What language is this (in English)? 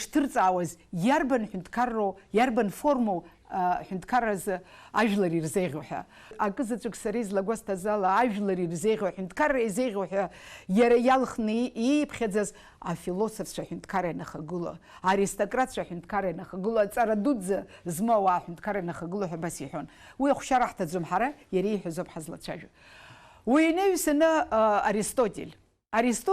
Abkhazian